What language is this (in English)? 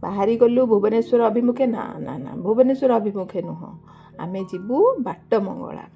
Odia